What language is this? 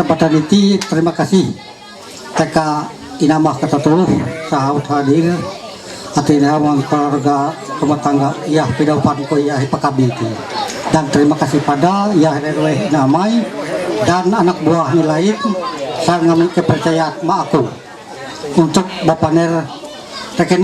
Ma'anyan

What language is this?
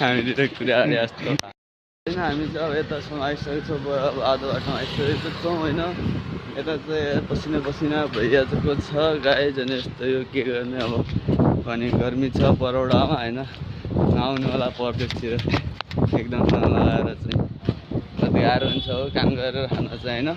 Nepali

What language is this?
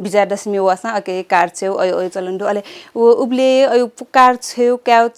Newari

